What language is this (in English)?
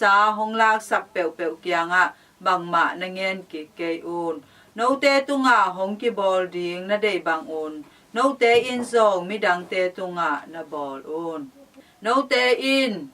Tedim Chin